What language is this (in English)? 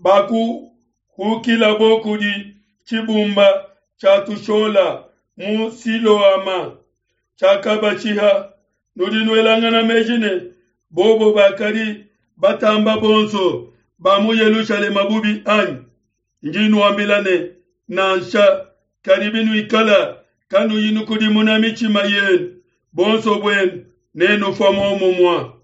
Luba-Lulua